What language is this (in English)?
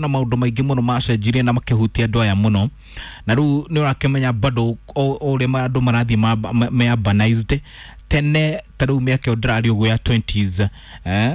Kikuyu